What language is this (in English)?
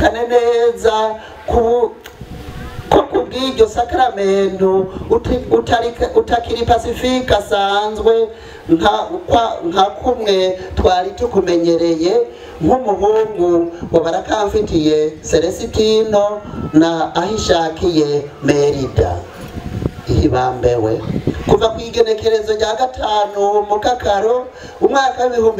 Rundi